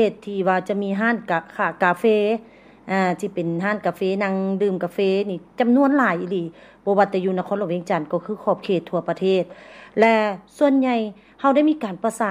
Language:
Lao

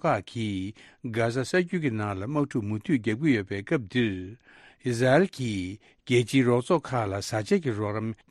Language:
Tibetan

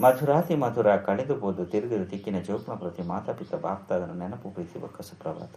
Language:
Tulu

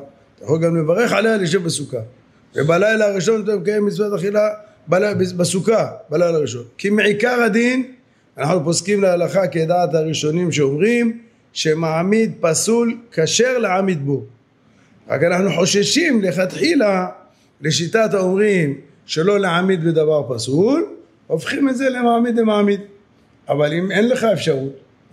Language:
Hebrew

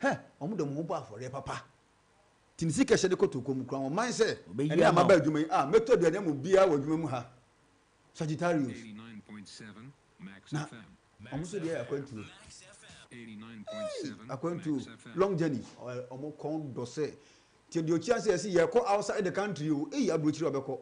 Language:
Akan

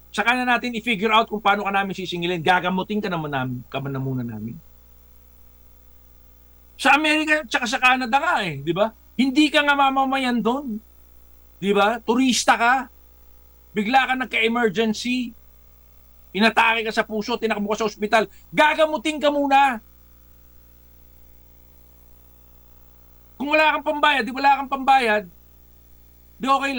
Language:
Filipino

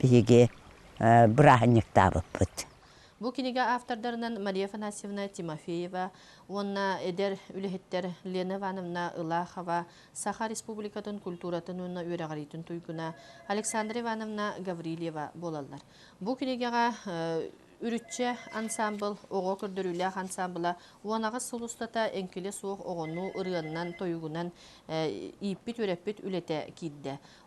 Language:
Yakut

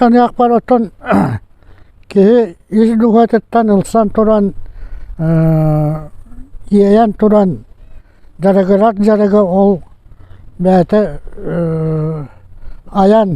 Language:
Yakut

